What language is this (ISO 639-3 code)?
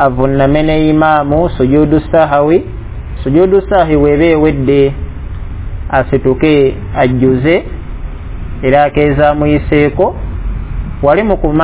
lug